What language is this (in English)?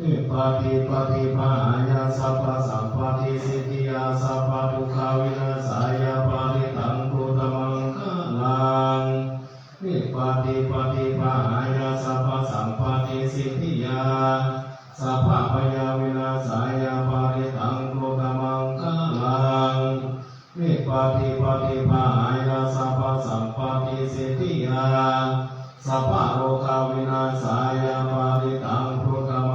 Pali